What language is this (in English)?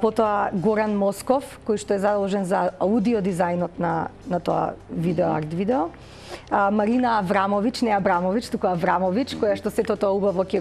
Macedonian